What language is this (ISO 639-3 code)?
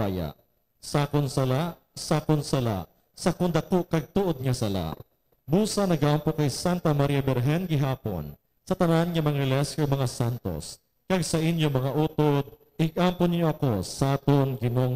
hil